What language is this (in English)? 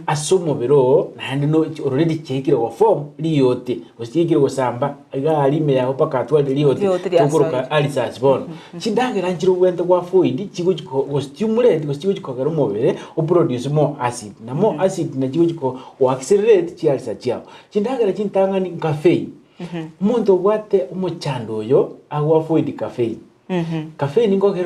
Gusii